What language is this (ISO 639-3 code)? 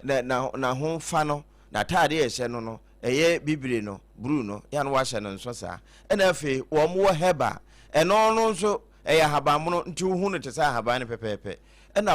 aka